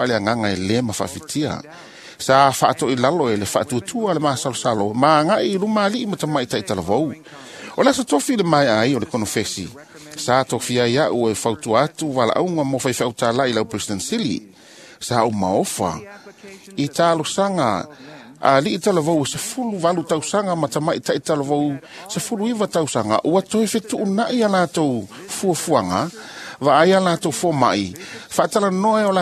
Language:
Samoan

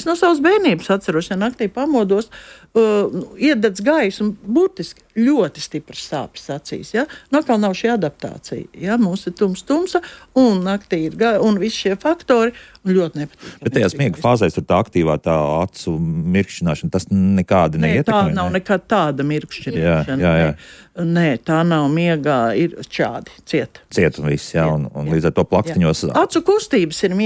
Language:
Latvian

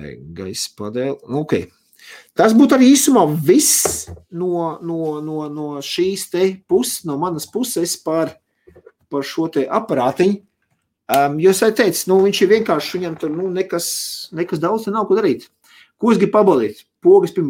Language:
Latvian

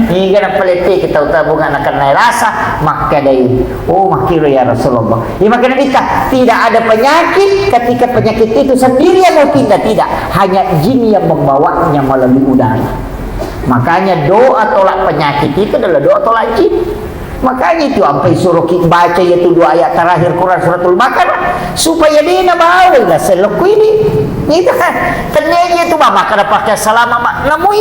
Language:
Buginese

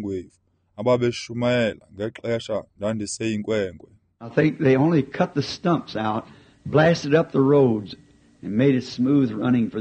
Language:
Xhosa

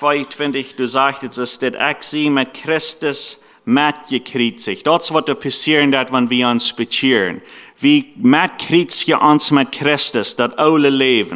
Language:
Plautdietsch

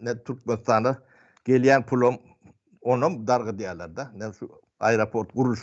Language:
Turkmen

